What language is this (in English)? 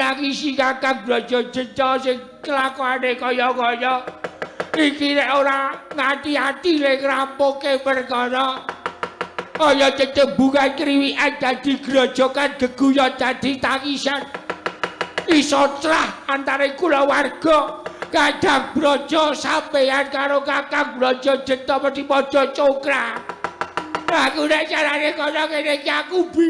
Javanese